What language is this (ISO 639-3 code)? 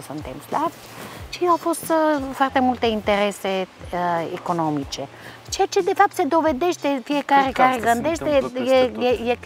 ron